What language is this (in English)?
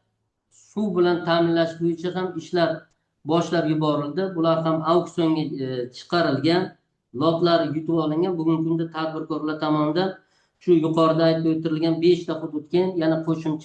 Uzbek